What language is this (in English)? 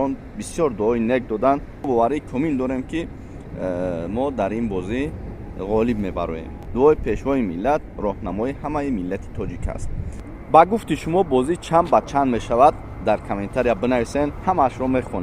Tajik